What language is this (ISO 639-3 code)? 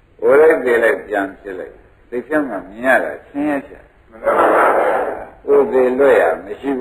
mya